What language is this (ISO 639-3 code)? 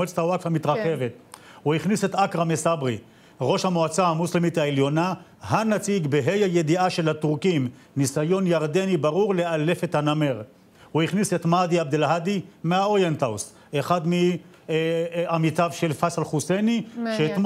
heb